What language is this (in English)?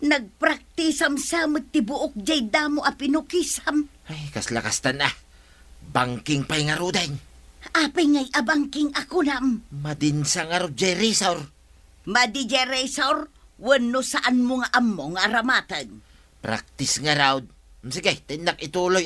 Iloko